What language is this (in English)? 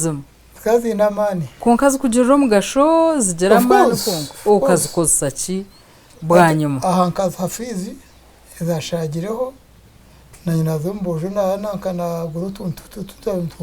Nyankole